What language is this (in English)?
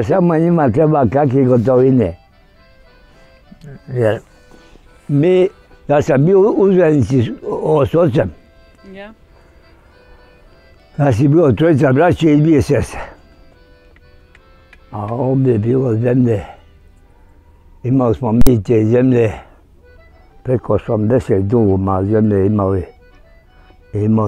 Bosnian